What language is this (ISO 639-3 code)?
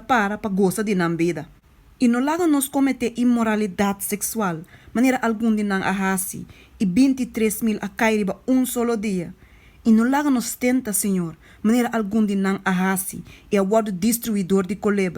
pap